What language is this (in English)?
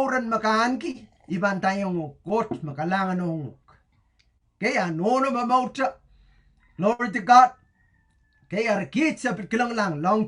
Pohnpeian